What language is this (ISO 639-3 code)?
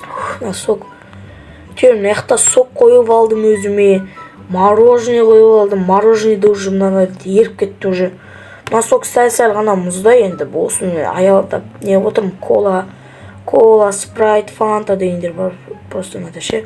kaz